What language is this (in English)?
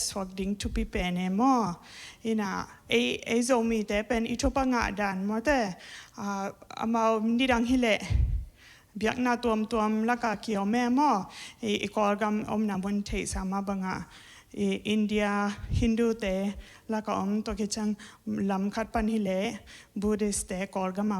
Tedim Chin